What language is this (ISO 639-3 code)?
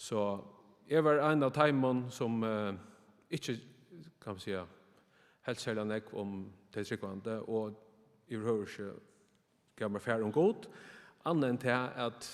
fao